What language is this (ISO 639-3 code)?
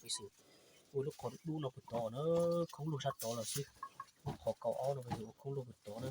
hmn